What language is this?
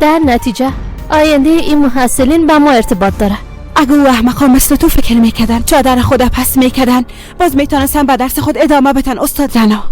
Persian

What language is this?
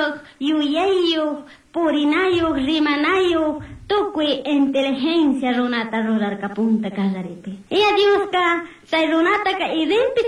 Chimborazo Highland Quichua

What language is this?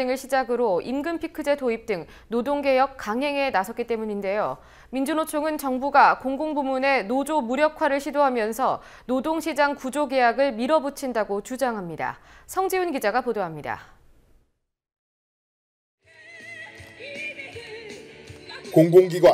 Korean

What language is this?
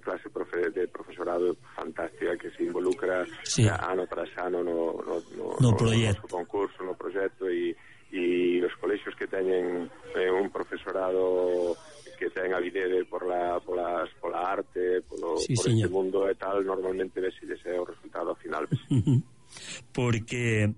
Galician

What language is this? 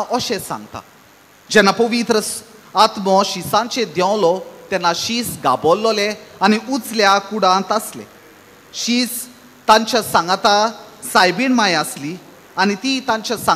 Konkani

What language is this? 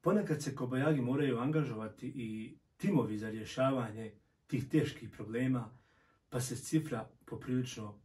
Bosnian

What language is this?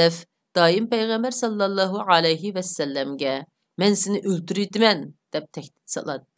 Uyghur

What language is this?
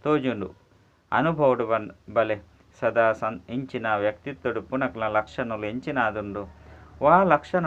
Tulu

